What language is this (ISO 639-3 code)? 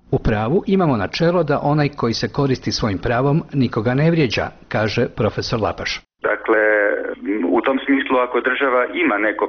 hrv